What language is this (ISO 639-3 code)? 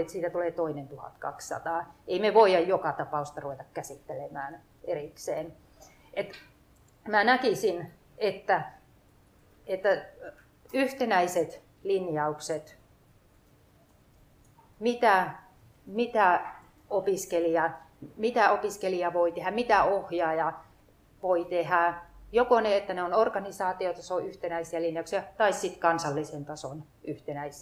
fin